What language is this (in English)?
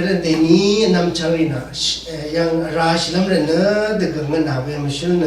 Rawang